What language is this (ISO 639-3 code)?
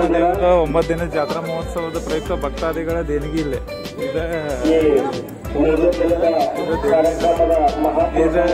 kan